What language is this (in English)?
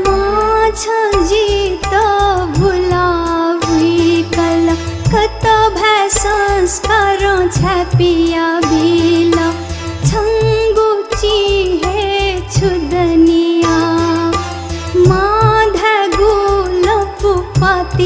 Newari